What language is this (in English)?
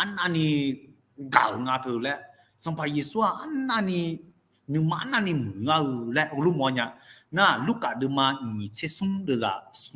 Akha